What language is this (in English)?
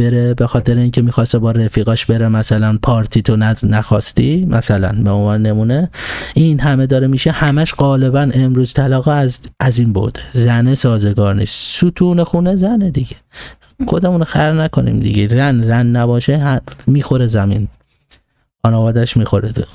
Persian